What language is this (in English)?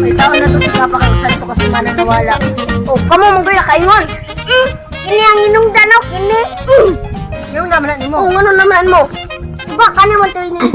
Cebuano